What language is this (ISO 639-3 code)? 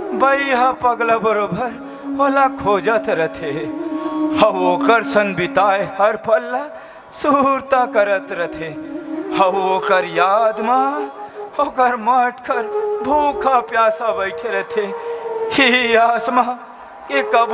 hne